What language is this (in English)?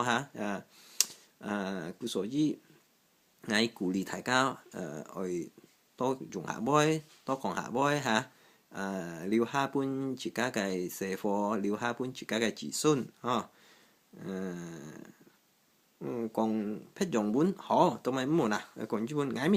Hakka Chinese